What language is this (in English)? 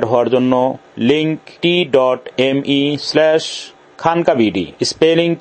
Bangla